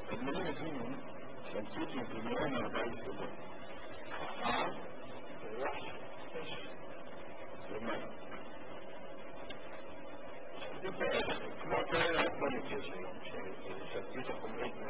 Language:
Hebrew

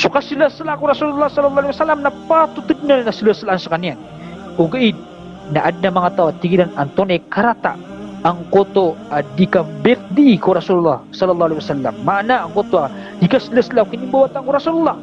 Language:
Maranao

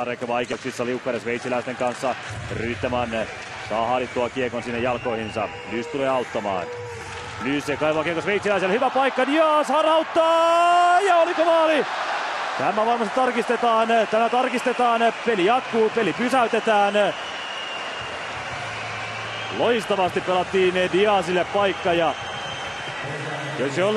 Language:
Finnish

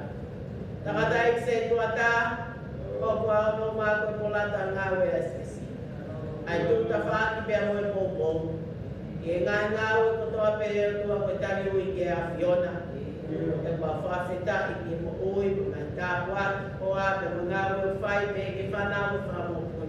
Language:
Tongan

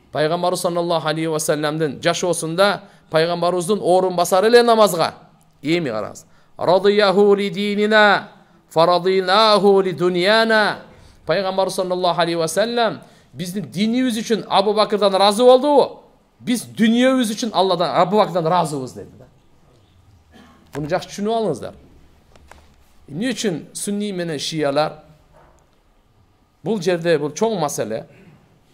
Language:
Kyrgyz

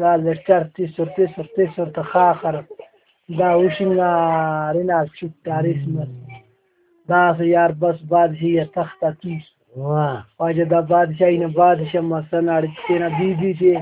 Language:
Brahui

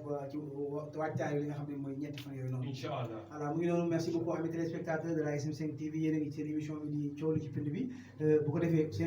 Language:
Wolof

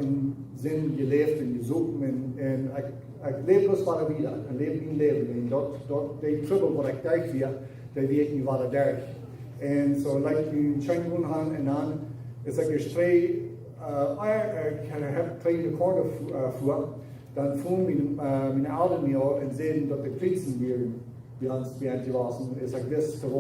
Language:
Plautdietsch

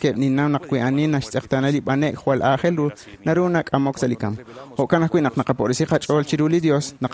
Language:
Kekchí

